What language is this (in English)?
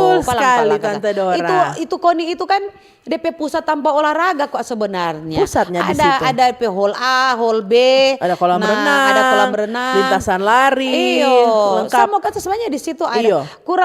Manado Malay